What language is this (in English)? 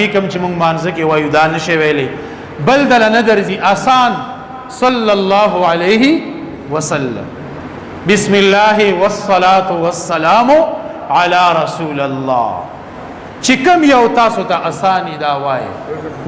Pashto